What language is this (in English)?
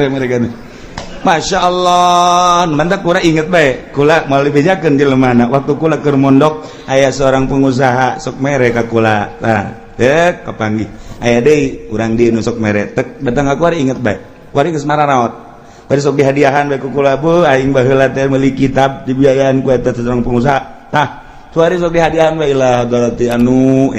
Sundanese